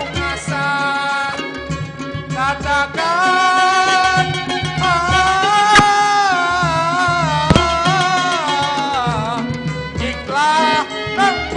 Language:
Banjar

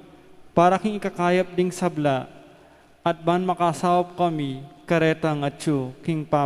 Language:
Pampanga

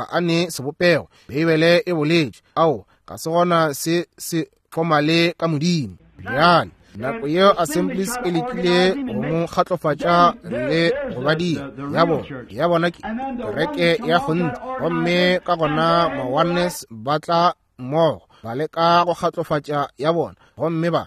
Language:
Northern Sotho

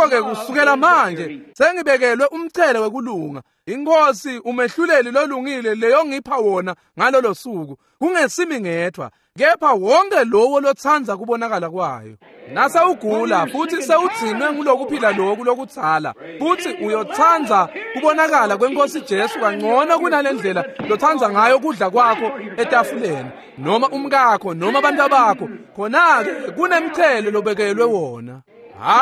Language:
Swati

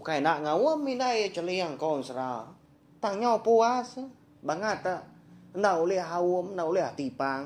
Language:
Iban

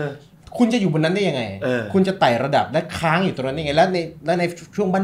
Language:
Thai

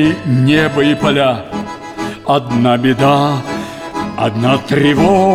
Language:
Russian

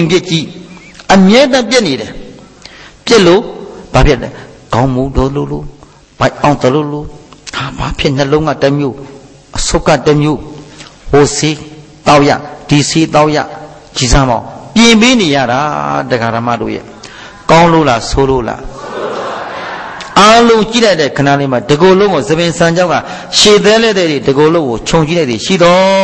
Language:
Burmese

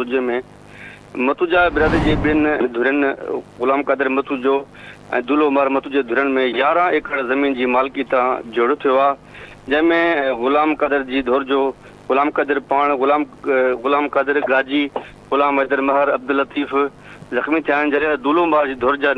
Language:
Sindhi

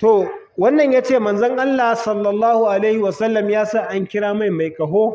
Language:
Hausa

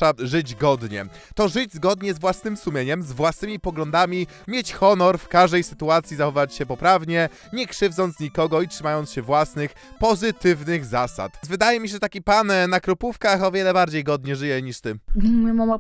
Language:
Polish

